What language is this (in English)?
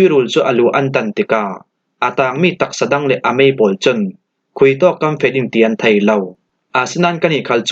Falam Chin